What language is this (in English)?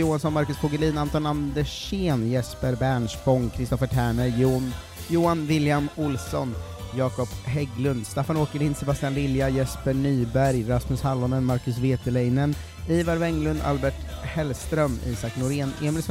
Swedish